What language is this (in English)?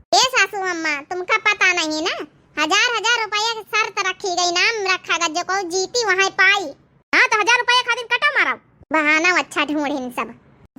Awadhi